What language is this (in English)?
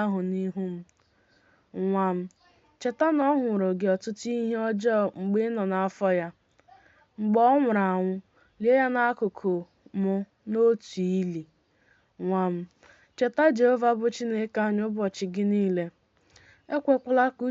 Igbo